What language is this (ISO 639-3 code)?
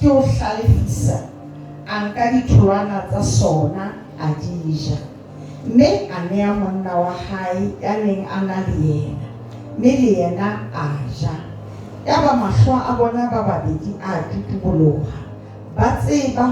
sot